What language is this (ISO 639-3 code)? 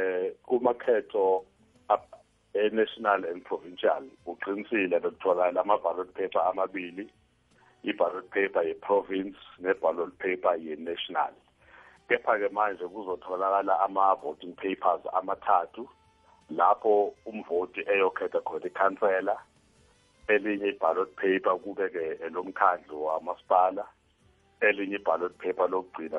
nbl